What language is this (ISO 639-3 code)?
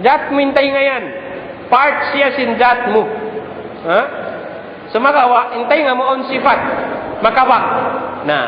tsg